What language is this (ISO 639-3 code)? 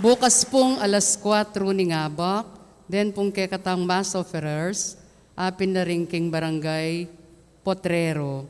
pam